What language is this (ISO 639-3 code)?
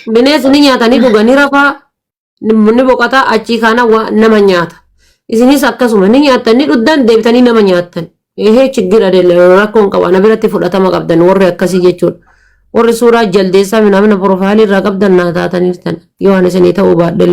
orm